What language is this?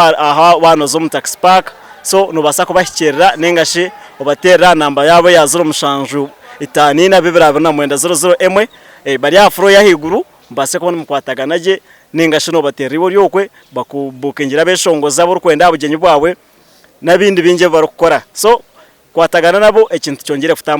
Nyankole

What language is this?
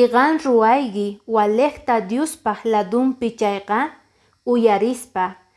Quechua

